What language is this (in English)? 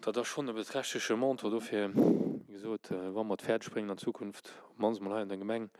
Luxembourgish